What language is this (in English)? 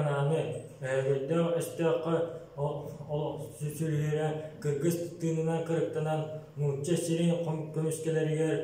Yakut